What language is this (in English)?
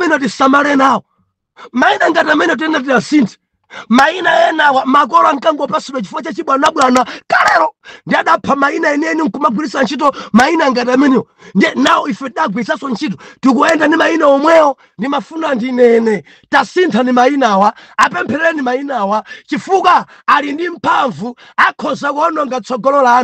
Nyanja